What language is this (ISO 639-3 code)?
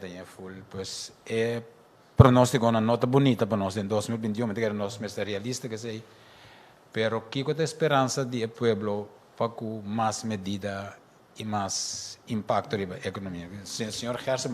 pap